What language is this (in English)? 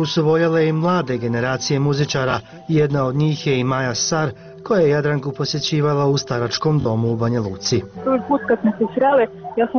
Bosnian